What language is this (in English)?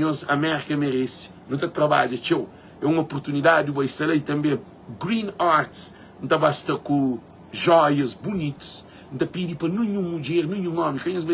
Kabuverdianu